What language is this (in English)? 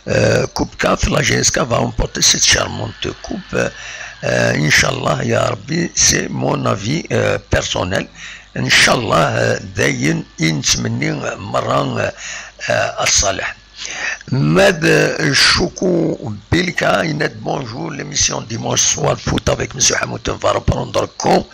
Kabyle